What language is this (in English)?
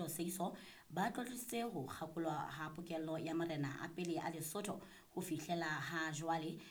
Southern Sotho